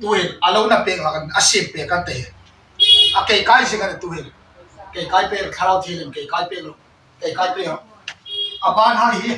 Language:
Hmar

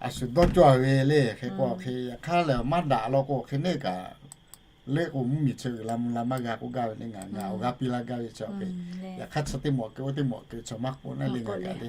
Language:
Lahu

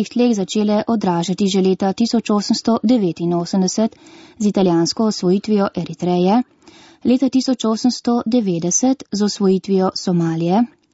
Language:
Slovenian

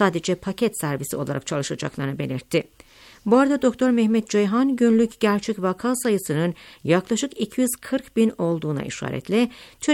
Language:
Turkish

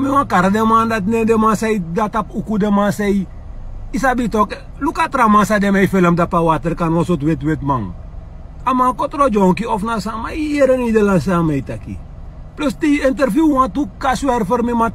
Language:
Sranan Tongo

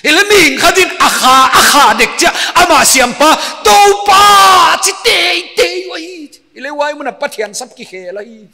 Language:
Paite Chin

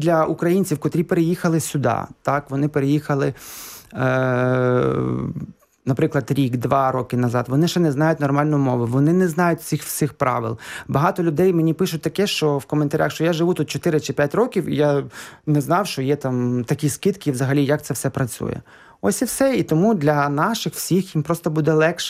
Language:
Ukrainian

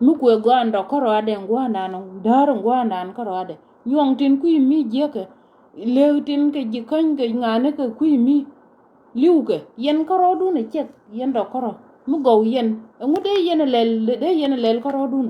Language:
Nuer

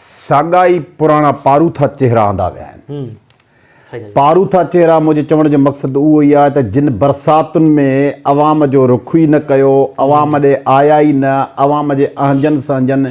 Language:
Sindhi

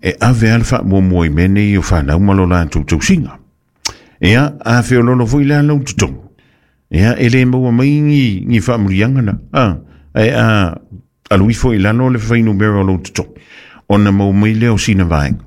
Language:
Samoan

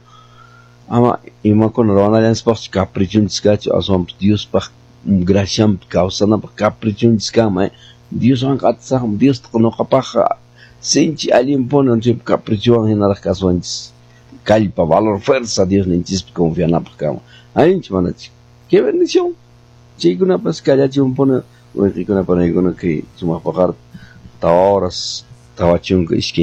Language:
Quechua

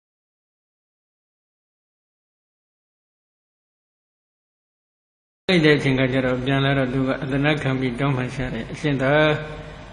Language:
Burmese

